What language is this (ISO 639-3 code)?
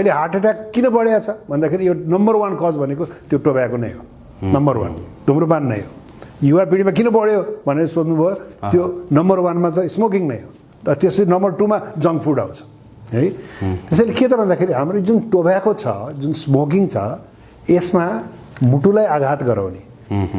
nep